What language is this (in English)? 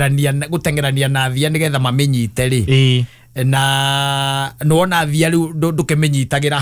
Kikuyu